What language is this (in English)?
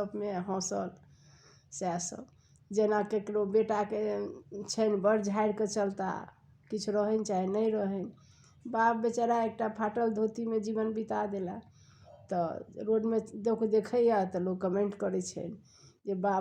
Maithili